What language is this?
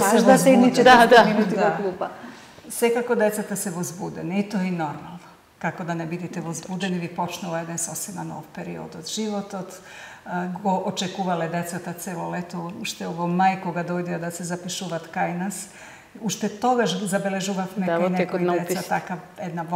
Macedonian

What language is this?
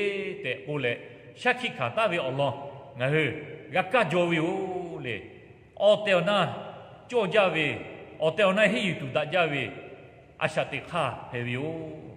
Lahu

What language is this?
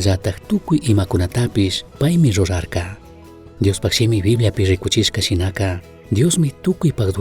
Chimborazo Highland Quichua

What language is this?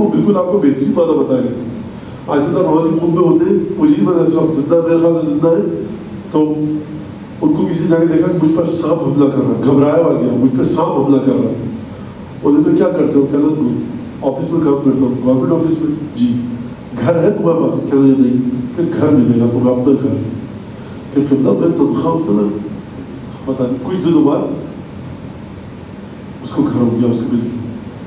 Urdu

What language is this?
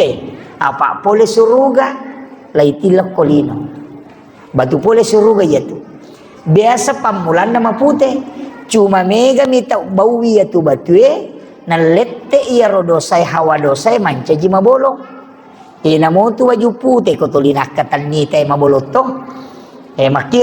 Buginese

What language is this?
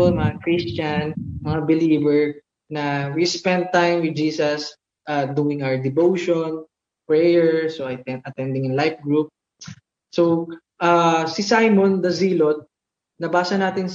Filipino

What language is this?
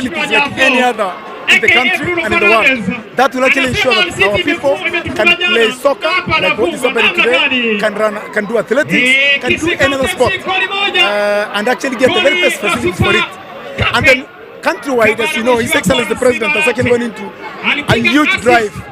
Kikuyu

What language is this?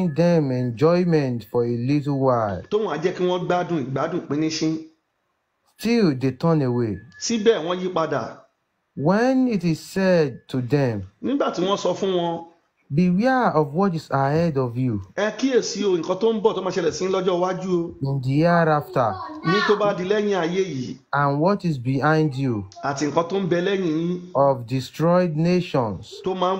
Yoruba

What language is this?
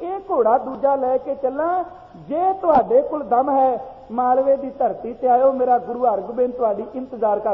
Punjabi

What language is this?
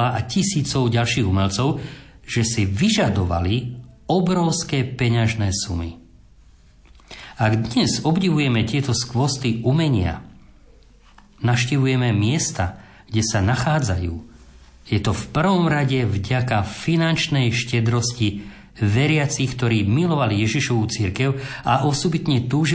Slovak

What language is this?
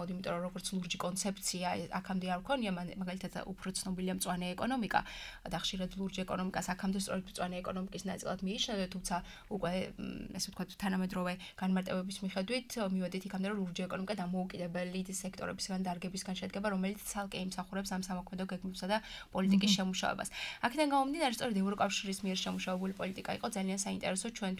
Georgian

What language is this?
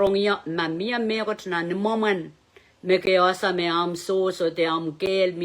Pohnpeian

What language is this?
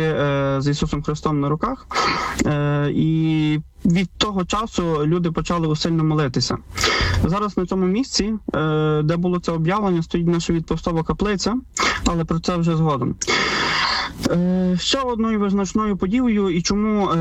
Ukrainian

